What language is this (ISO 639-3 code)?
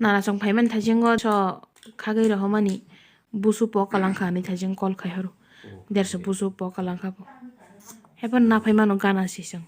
trp